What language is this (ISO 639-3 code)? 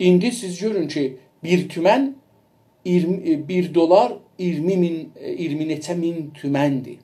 azb